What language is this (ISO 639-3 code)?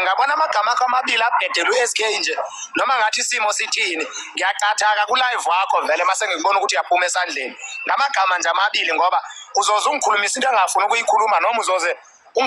zul